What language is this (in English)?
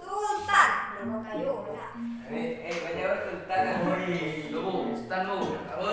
Minangkabau